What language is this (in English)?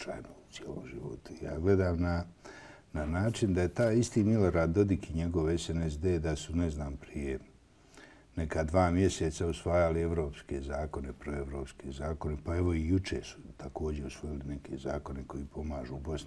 Bosnian